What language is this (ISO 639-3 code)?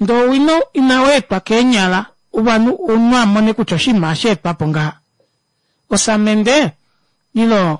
kua